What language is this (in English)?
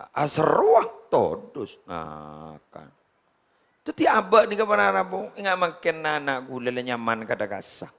Madurese